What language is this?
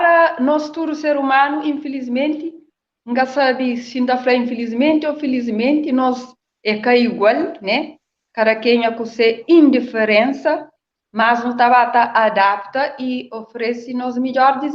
Kabuverdianu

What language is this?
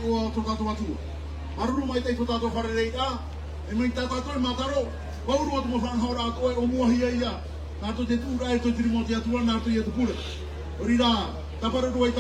Tahitian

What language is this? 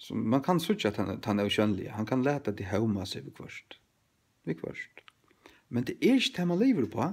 Faroese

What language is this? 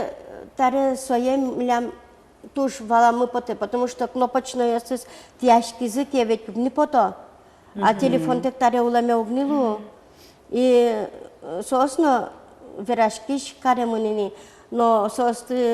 Udmurt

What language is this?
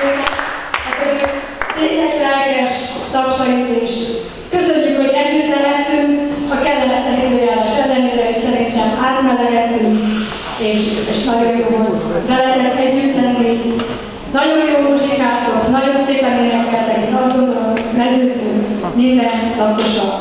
Hungarian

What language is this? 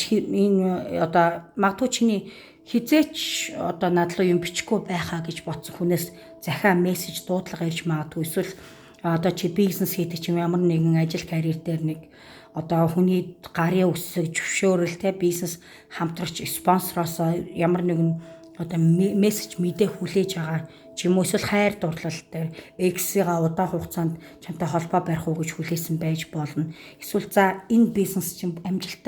Mongolian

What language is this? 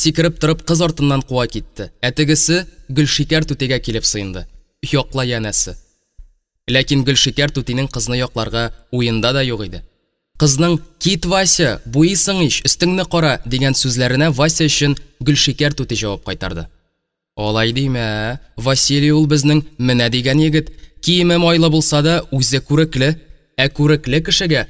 Tatar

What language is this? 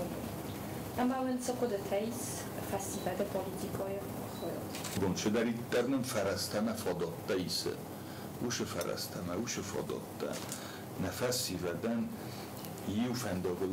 Ossetic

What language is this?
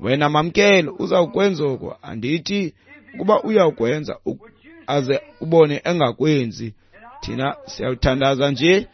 Xhosa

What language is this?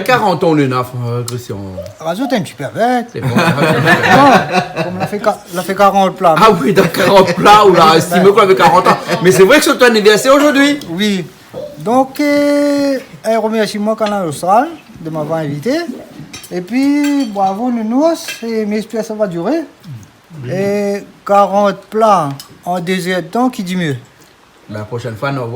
Réunion Creole French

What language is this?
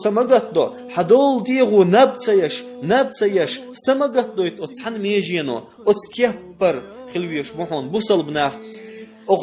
Chechen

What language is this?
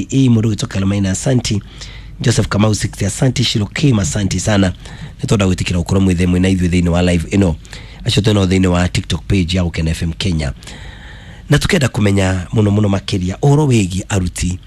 Kikuyu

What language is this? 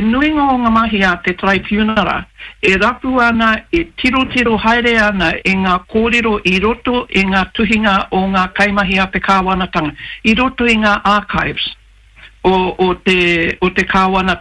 Māori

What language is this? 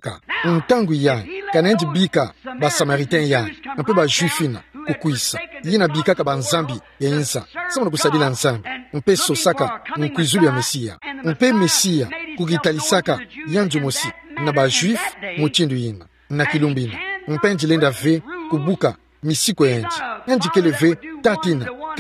Kituba (Democratic Republic of Congo)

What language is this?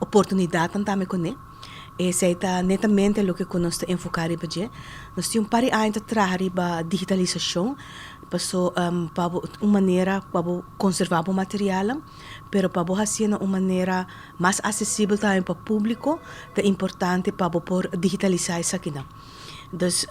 Papiamento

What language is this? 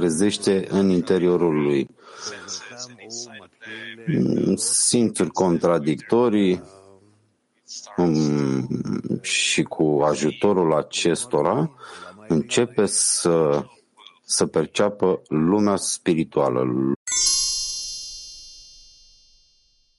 Romanian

